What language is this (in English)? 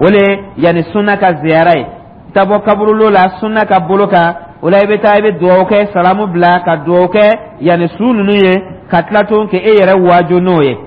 Dyula